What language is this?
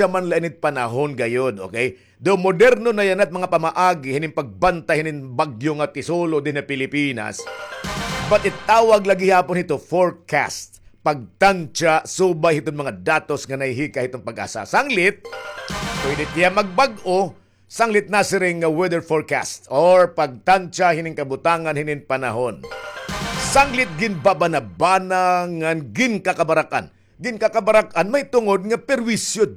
Waray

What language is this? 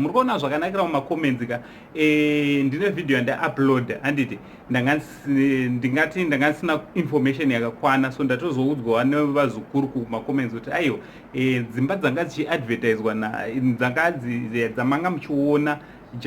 Shona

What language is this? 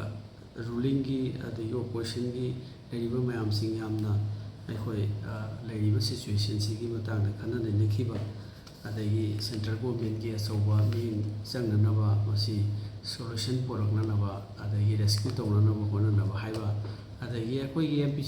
Manipuri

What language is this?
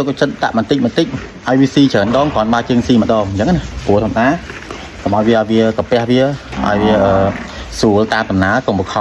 Khmer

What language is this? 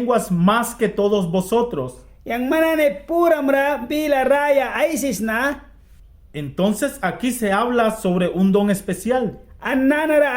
Mískito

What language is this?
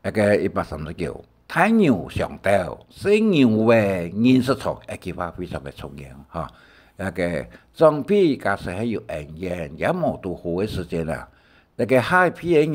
Hakka Chinese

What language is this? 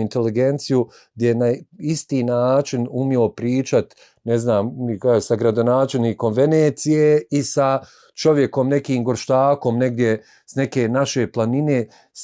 Bosnian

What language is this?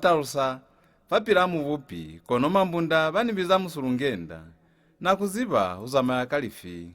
Lozi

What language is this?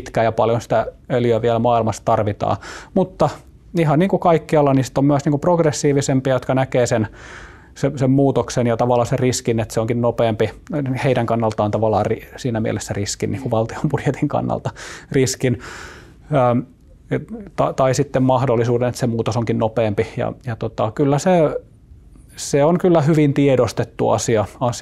Finnish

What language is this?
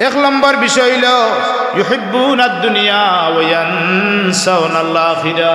Sylheti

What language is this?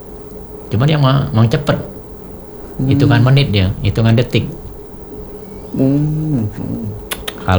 Indonesian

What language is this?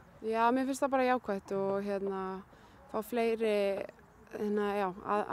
Icelandic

